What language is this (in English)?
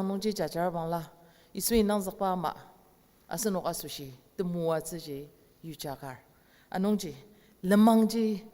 Ao Naga